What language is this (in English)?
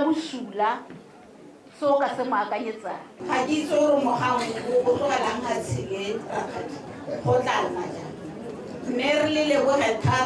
Tswana